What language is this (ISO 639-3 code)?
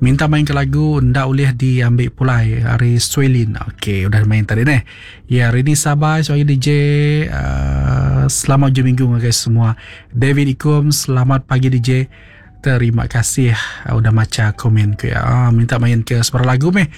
iba